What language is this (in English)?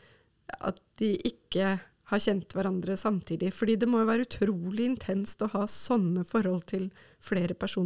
Norwegian